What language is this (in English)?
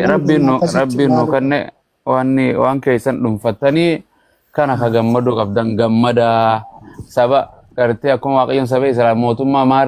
Oromo